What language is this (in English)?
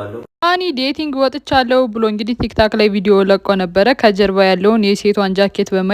Amharic